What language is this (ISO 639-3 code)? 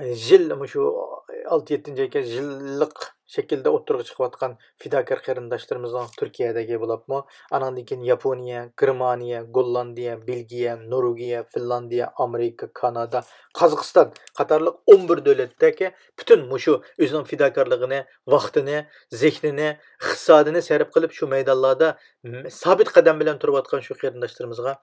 uig